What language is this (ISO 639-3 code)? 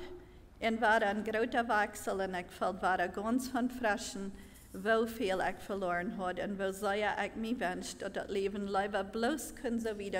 pdt